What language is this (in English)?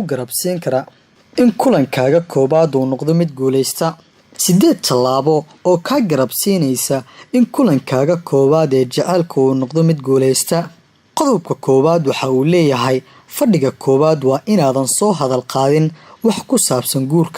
Somali